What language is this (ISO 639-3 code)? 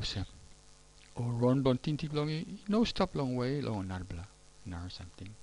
tpi